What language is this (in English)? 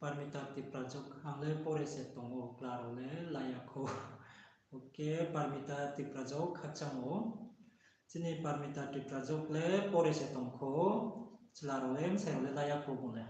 Riang (India)